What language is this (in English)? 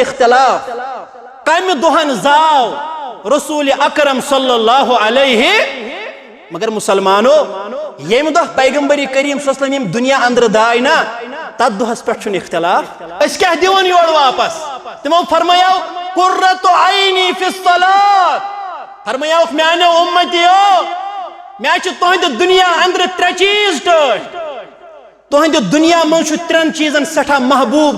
Kashmiri